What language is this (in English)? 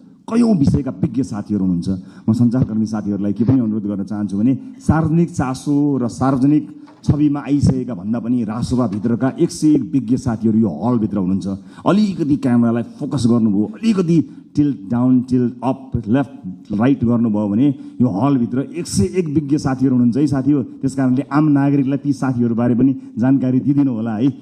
Nepali